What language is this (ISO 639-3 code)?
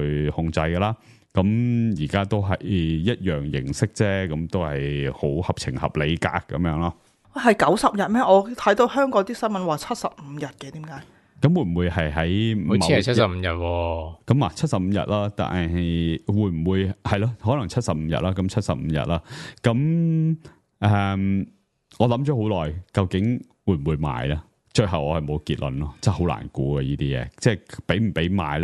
yue